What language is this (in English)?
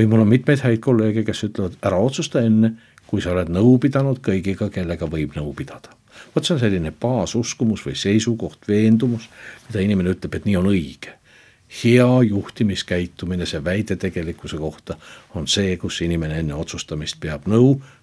Estonian